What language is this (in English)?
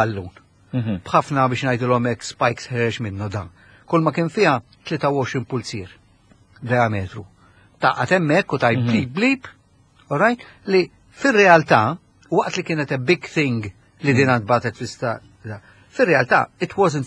Maltese